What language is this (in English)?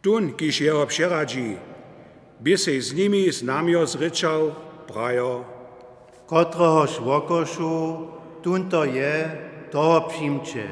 Upper Sorbian